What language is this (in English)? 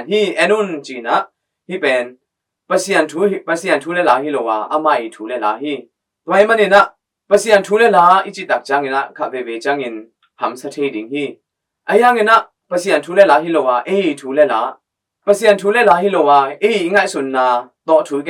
Tedim Chin